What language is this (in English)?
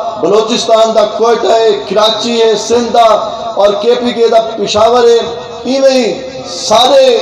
Saraiki